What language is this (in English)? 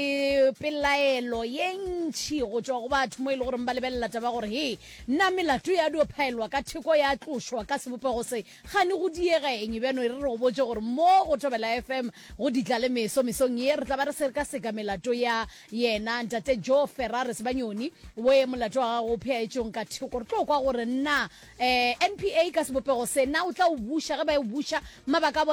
Northern Sotho